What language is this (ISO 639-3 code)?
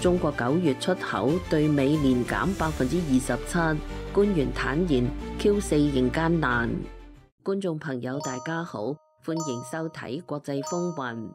yue